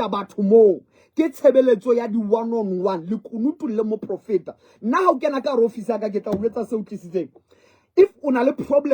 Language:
Southern Sotho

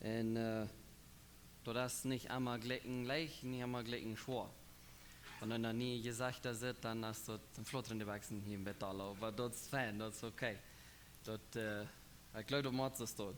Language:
Plautdietsch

